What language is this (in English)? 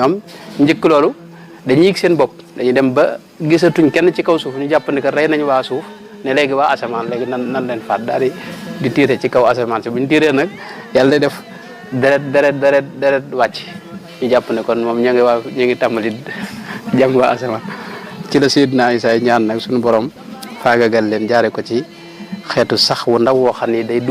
Wolof